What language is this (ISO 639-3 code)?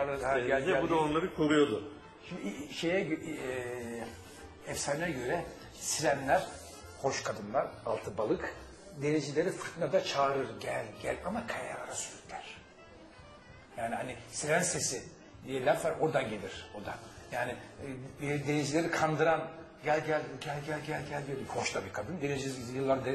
tur